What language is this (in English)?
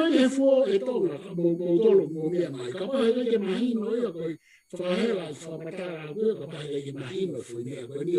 Tongan